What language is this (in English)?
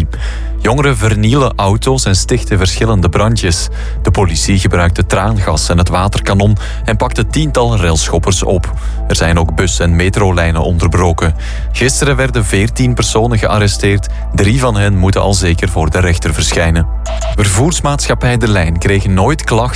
Dutch